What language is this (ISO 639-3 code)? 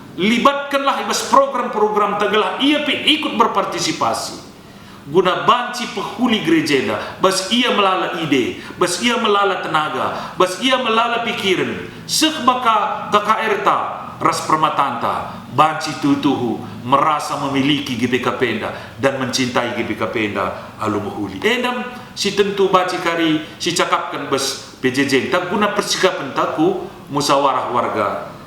btx